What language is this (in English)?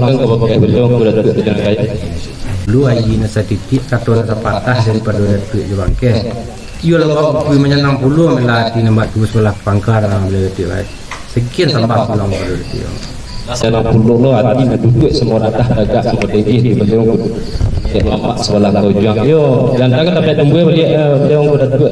Minangkabau